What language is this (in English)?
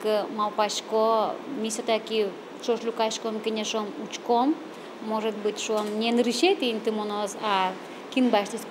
Udmurt